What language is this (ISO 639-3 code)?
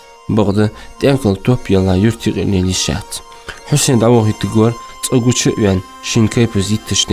inh